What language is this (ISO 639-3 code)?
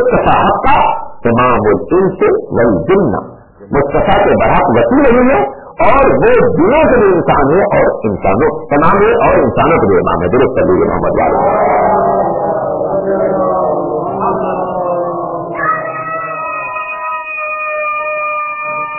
urd